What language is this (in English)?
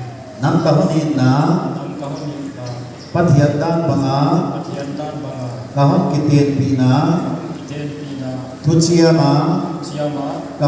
Paite Chin